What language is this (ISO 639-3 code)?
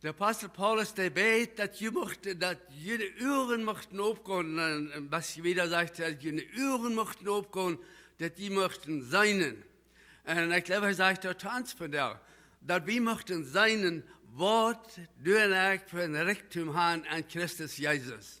pdt